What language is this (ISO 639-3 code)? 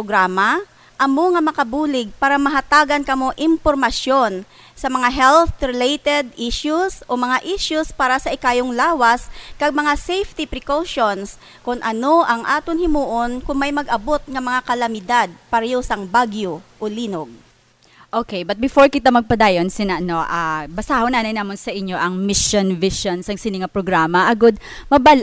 hil